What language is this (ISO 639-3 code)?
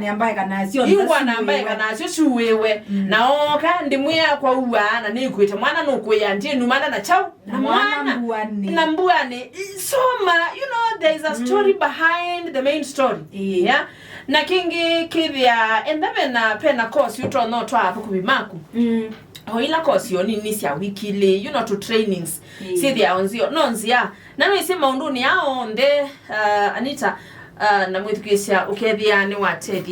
kam